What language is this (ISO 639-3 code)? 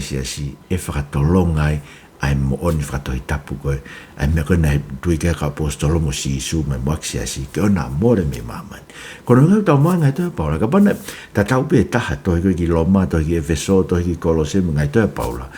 ton